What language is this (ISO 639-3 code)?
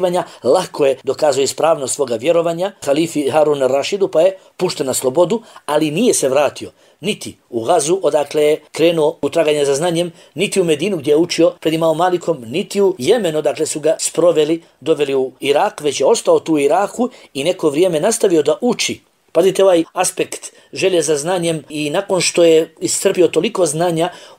bos